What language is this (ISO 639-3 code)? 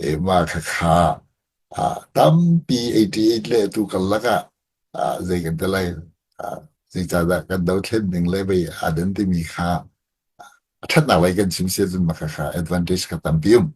cnh